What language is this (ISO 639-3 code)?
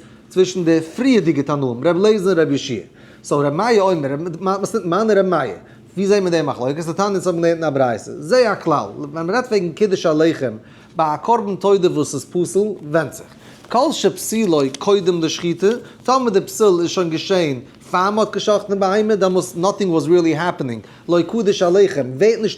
yid